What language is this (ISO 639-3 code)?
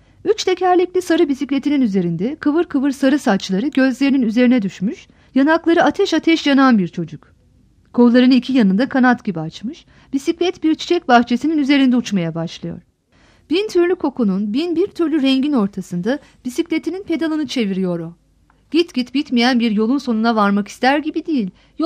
tur